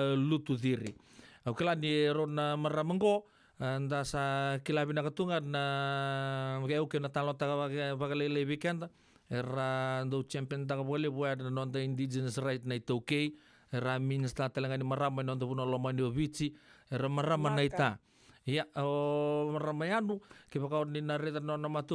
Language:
Fijian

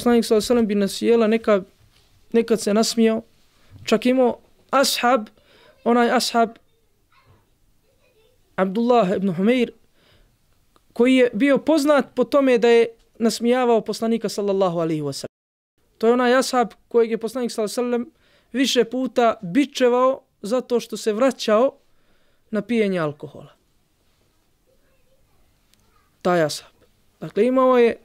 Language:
Bosnian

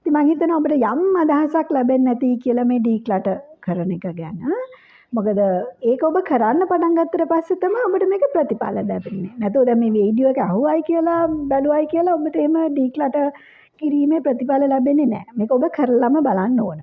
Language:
Sinhala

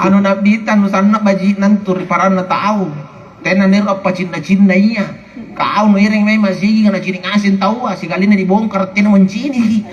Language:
Makasar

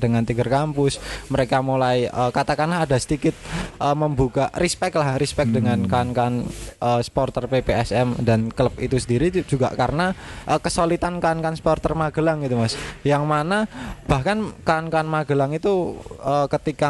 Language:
Indonesian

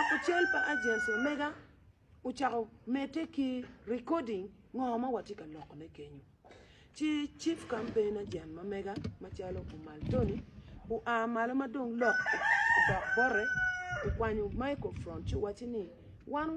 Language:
Acoli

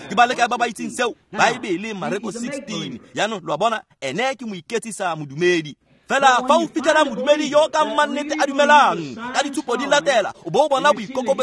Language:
Tswana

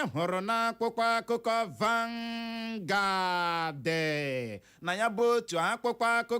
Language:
Igbo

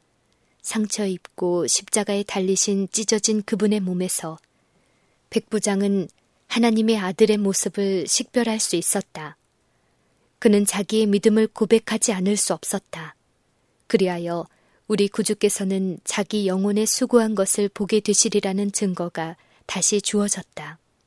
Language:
Korean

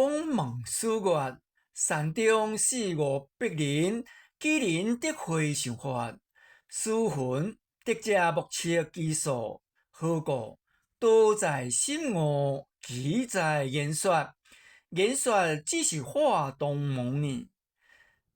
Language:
Min Nan Chinese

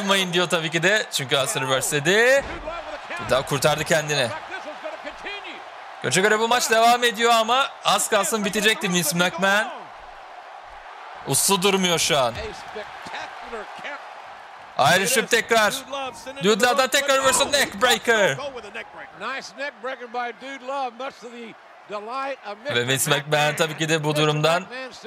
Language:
Turkish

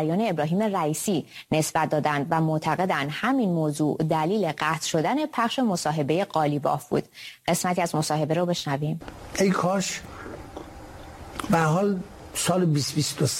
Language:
Persian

